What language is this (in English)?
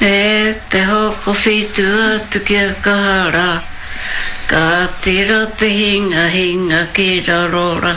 Māori